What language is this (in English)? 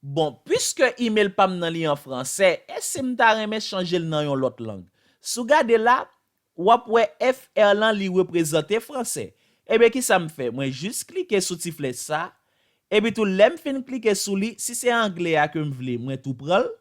Haitian Creole